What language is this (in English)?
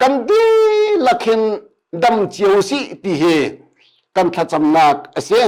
Hakha Chin